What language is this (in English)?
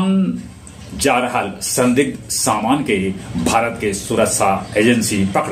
Magahi